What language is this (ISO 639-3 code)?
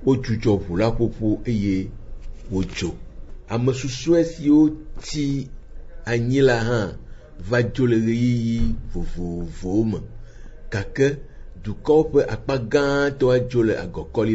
ewe